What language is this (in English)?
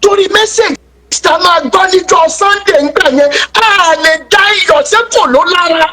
Yoruba